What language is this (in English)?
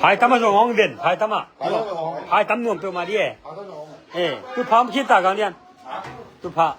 Tedim Chin